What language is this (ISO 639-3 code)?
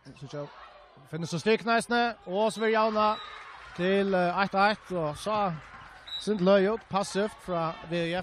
fao